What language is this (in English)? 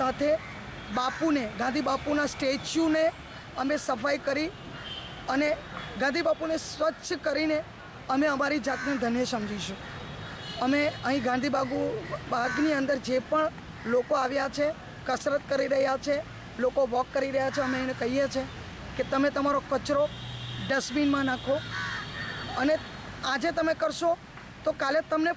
Gujarati